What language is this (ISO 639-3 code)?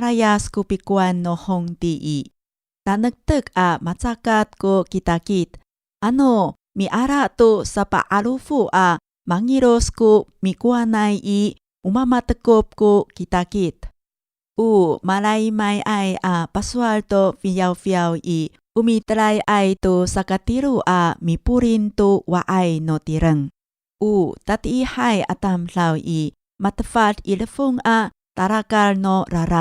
ami